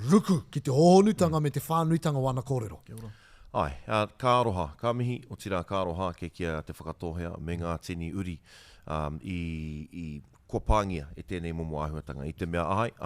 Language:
Māori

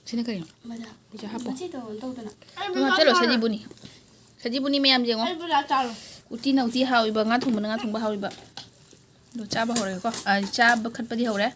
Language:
Manipuri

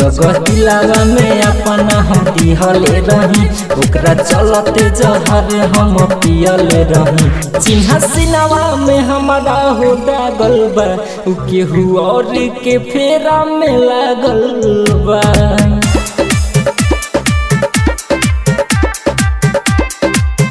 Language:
Bhojpuri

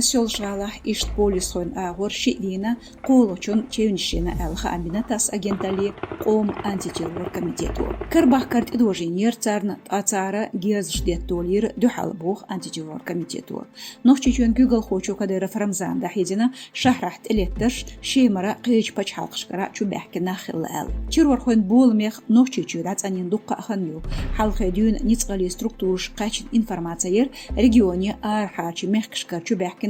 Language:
Chechen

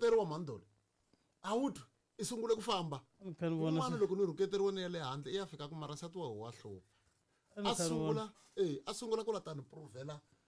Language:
Tsonga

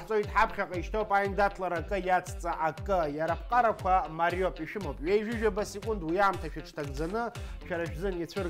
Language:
Abkhazian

